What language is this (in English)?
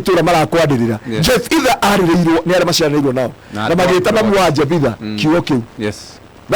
Kikuyu